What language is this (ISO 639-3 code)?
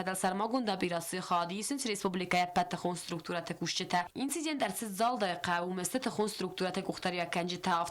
oss